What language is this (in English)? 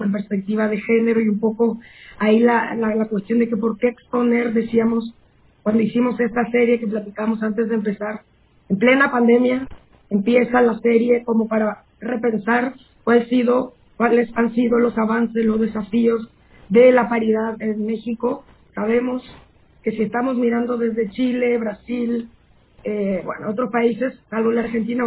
Spanish